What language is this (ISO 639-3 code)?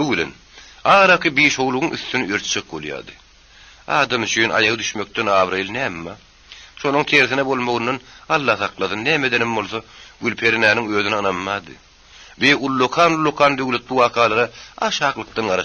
tuk